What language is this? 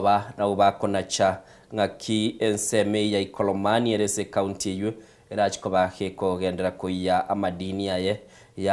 Gusii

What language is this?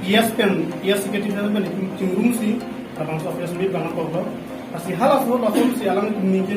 Karbi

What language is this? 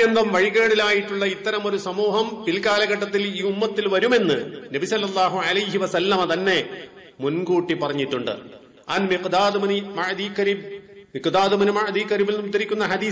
Malayalam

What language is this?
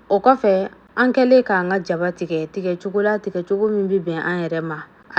Bambara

